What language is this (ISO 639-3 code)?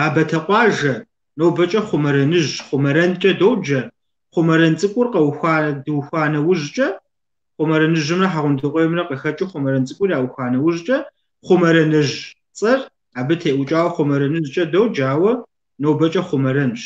kbd